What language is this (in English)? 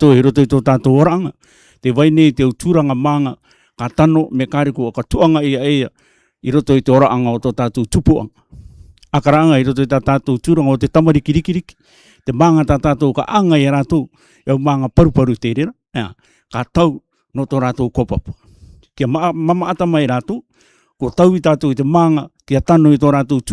Rarotongan